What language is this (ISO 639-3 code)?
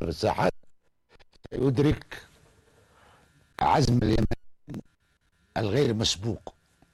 ara